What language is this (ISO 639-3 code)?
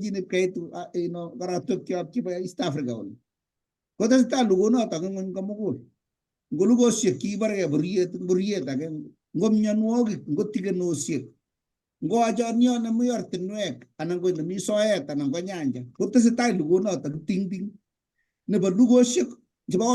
kln